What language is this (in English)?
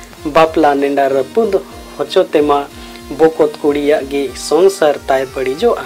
Santali